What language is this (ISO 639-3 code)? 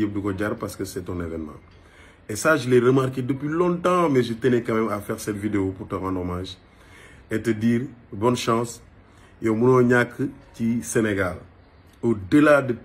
wol